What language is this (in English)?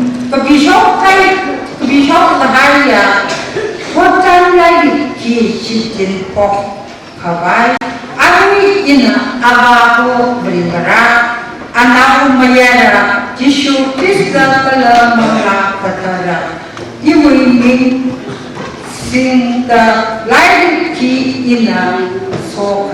Tangkhul Naga (India)